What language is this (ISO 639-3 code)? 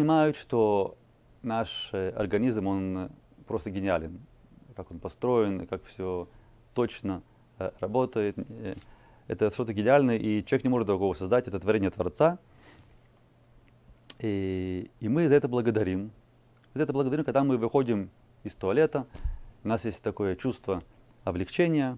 rus